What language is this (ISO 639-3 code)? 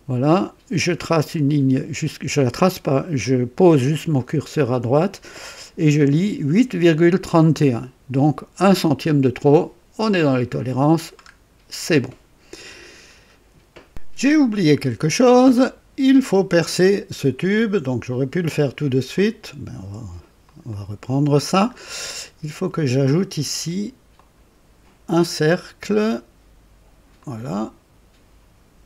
fra